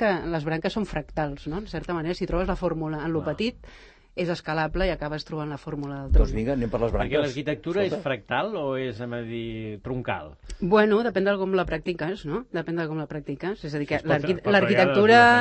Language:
Catalan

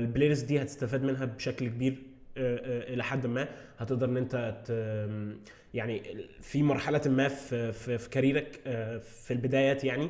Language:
Egyptian Arabic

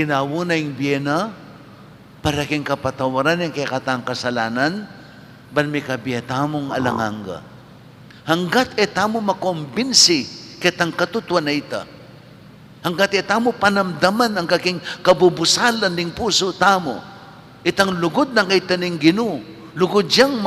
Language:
Pampanga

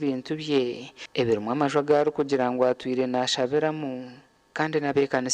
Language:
Nyankole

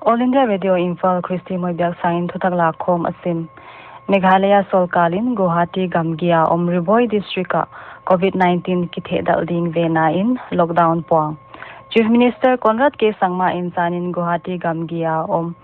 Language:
Paite Chin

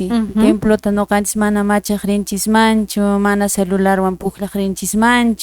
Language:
Quechua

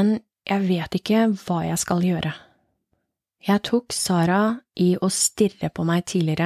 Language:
Norwegian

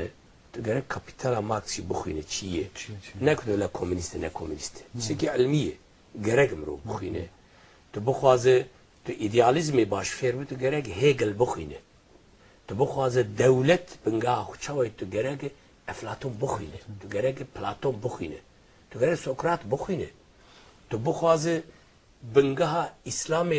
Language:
Kurdish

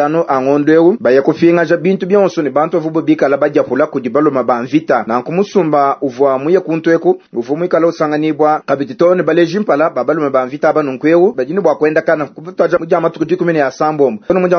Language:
Luba-Lulua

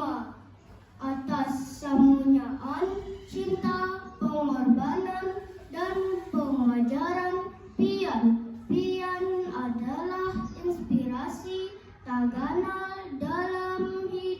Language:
Banjar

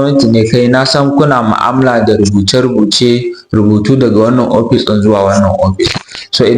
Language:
Hausa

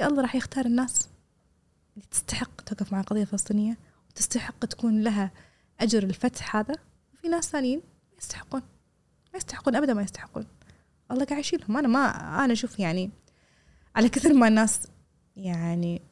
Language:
Gulf Arabic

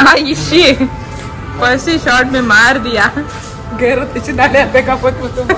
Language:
Konkani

